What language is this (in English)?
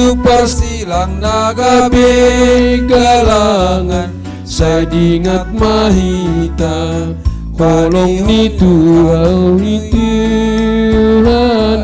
Batak Simalungun